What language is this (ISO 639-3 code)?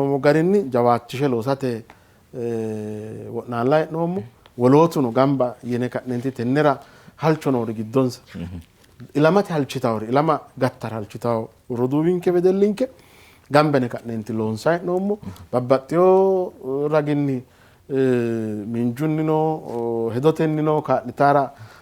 sid